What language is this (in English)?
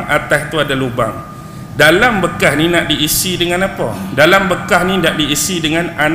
Malay